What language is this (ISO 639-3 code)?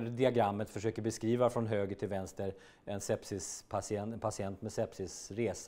swe